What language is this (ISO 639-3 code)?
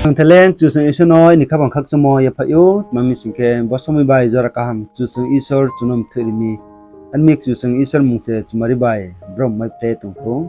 ria